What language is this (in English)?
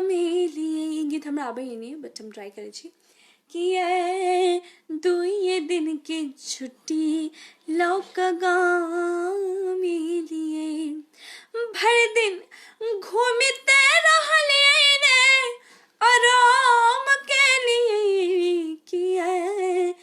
Maithili